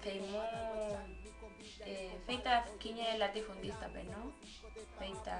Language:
Mapuche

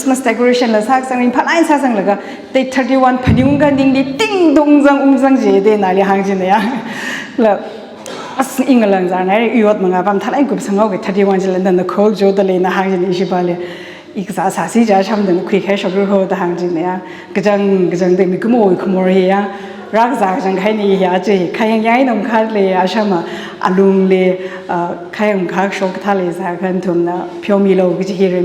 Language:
Tangkhul Naga (India)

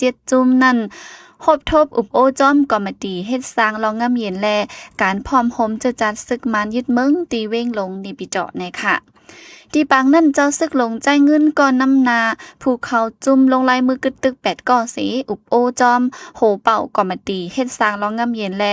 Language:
Shan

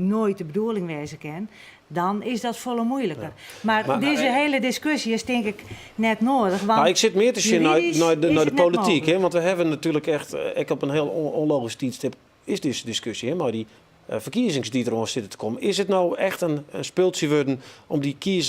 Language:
Western Frisian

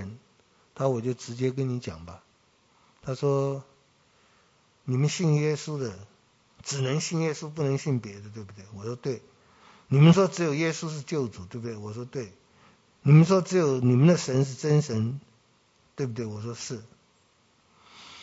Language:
Chinese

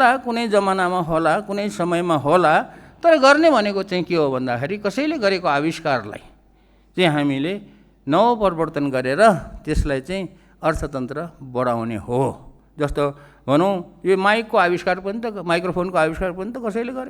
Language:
Nepali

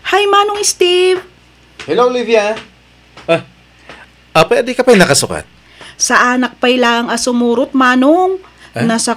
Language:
Iloko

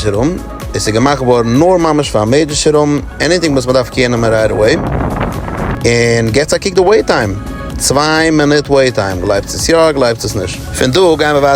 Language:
Yiddish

